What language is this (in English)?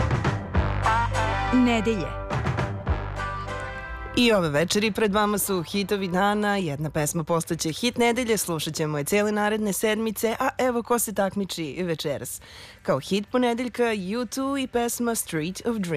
Serbian